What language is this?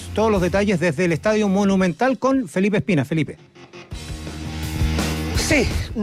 Spanish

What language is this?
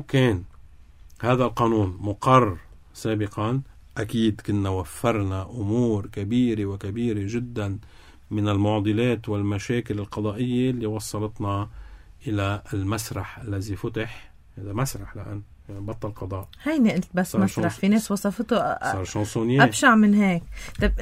North Levantine Arabic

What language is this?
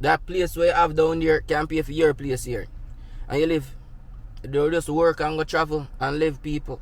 Jamaican Creole English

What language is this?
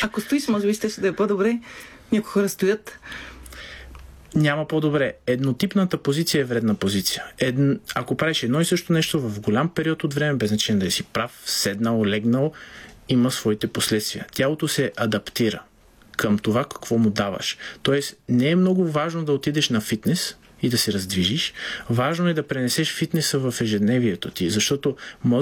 Bulgarian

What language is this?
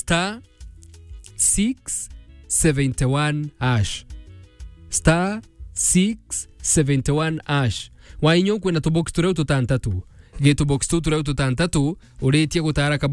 Meru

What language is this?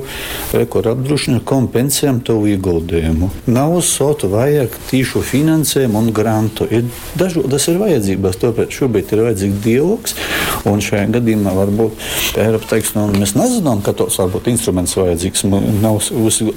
Latgalian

